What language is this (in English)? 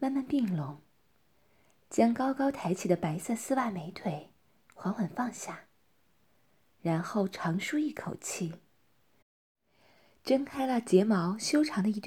Chinese